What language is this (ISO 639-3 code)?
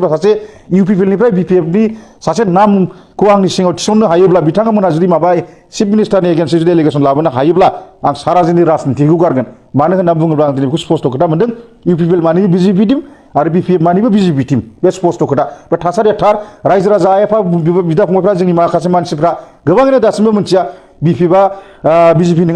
brx